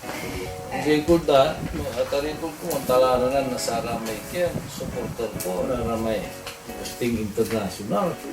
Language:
Pangasinan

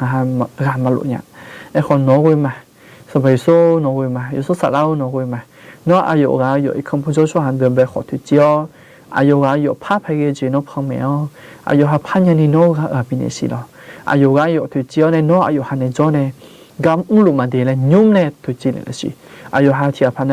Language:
Akha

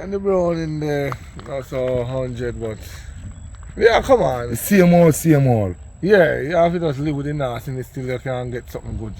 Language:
Jamaican Creole English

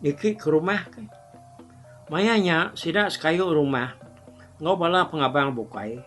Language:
Iban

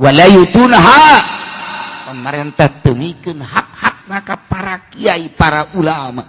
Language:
Sundanese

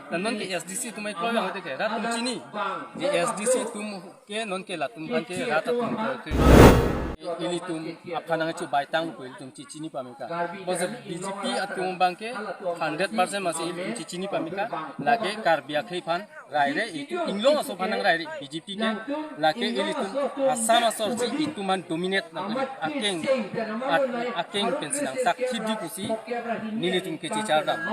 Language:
Karbi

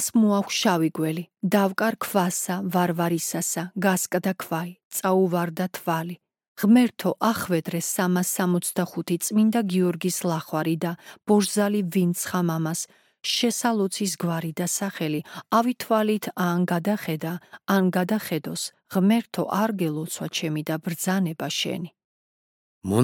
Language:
Georgian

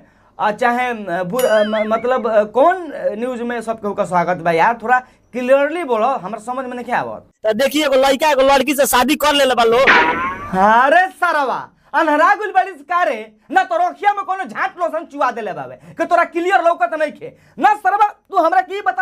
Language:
Bhojpuri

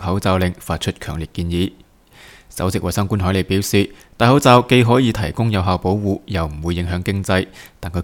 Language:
Cantonese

